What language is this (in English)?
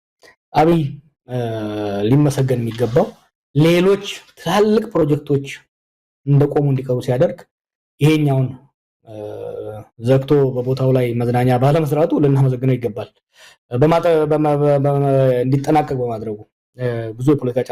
Amharic